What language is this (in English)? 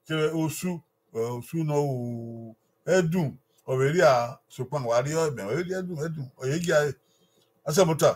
Bini